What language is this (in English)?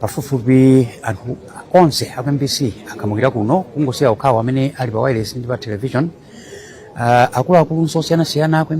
Nyanja